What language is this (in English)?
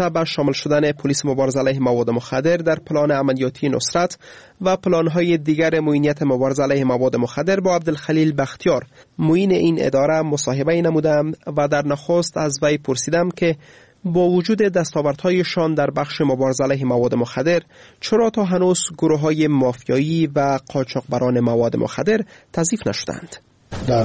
Persian